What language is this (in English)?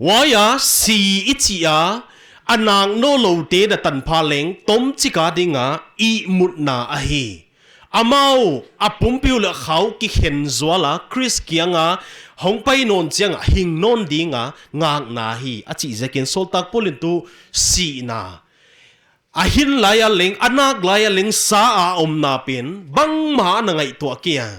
Paite Chin